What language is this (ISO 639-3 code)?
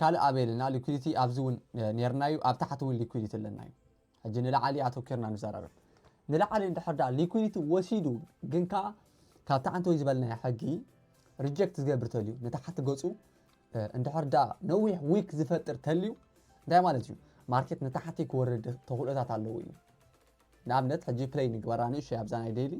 tir